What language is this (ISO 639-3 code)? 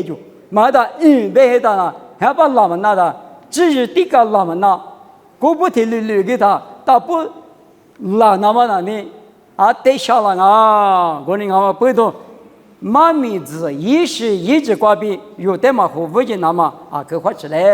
lis